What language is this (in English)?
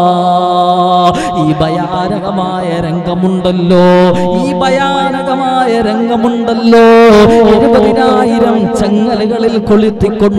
Malayalam